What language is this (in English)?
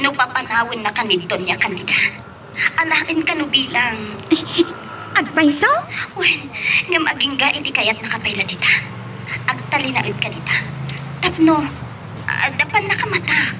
Iloko